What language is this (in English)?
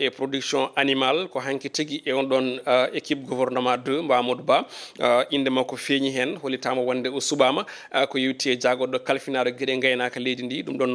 Fula